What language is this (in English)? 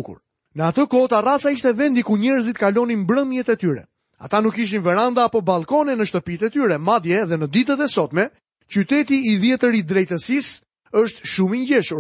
Albanian